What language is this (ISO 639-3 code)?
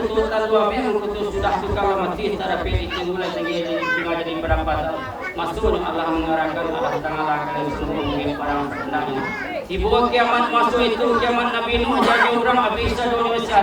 min